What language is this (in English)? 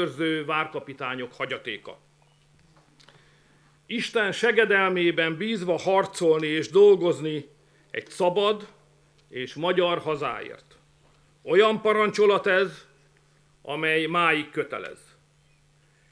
Hungarian